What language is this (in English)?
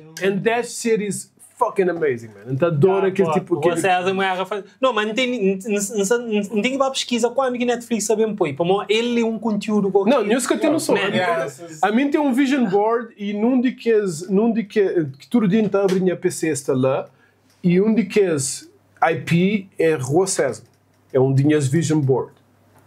Kabuverdianu